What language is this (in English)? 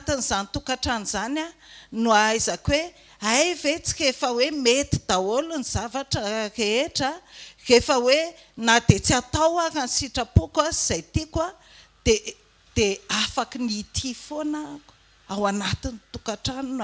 Malagasy